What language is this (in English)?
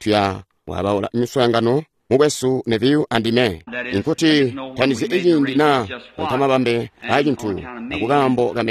Tonga (Zambia)